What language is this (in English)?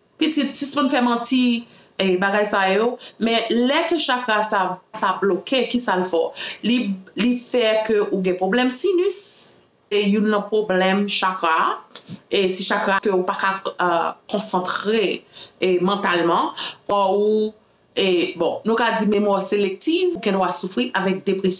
Haitian Creole